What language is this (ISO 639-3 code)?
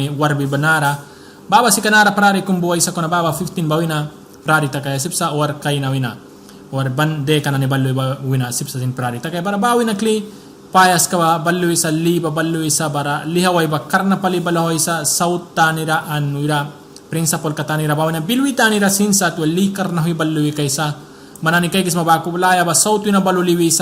miq